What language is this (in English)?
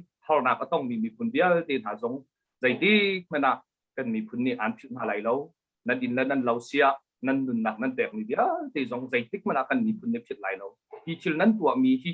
Hakha Chin